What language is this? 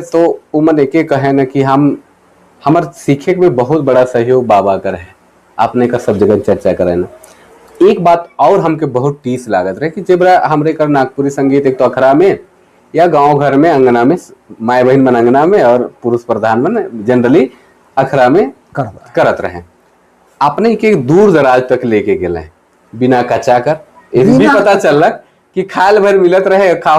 Sadri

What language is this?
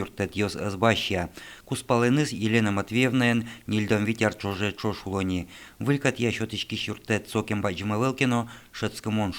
Udmurt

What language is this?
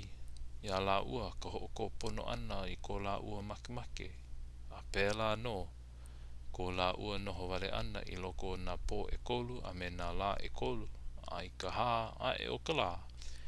Hawaiian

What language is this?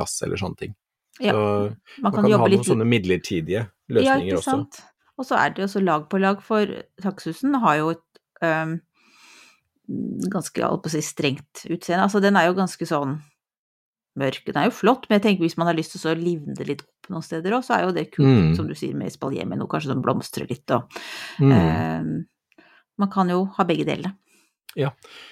Norwegian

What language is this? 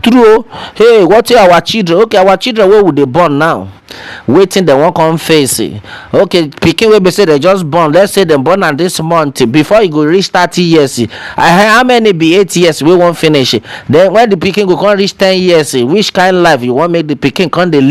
Nigerian Pidgin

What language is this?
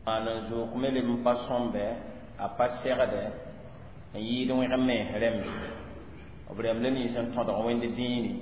Mossi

